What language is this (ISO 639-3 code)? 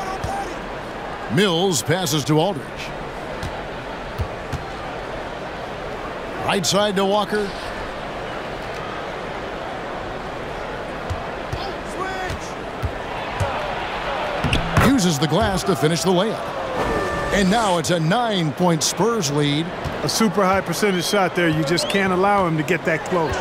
eng